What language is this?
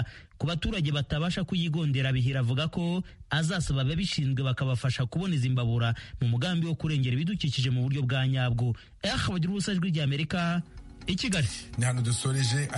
Kinyarwanda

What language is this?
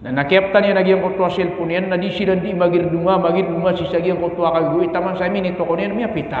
Maranao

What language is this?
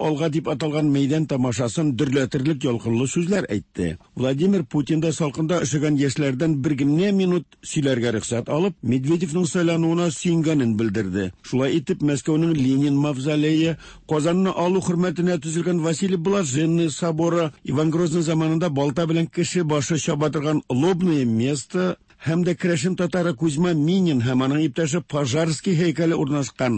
Tatar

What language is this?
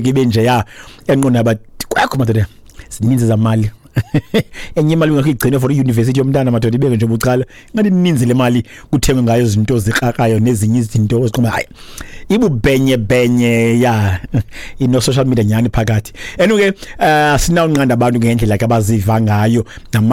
Xhosa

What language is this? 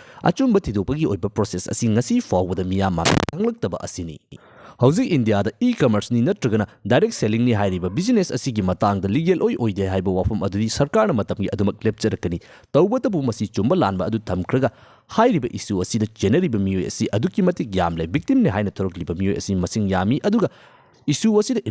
Manipuri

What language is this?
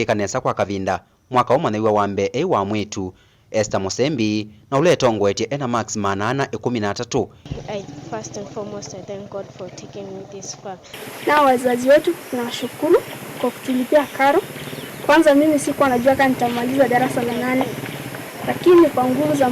Kamba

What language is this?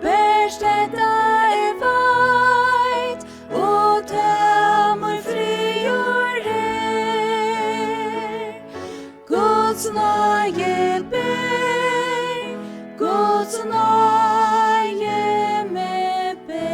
Faroese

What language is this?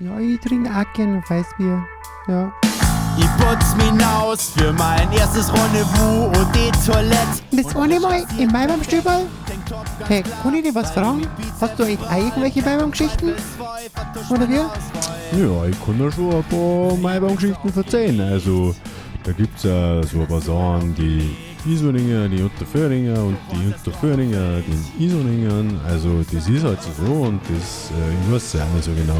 Bavarian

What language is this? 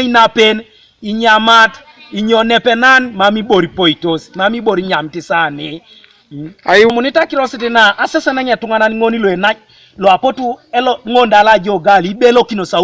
Teso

